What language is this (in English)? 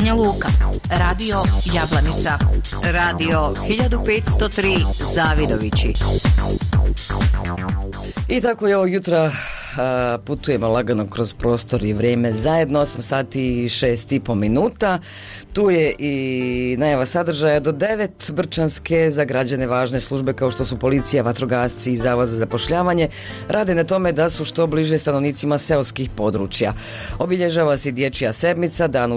Bosnian